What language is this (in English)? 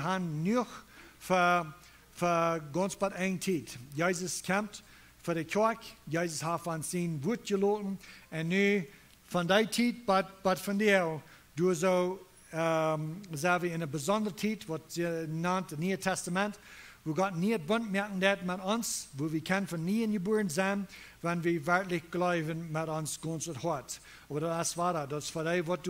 Plautdietsch